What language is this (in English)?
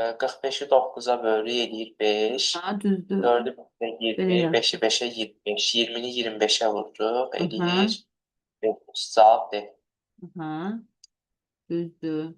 Azerbaijani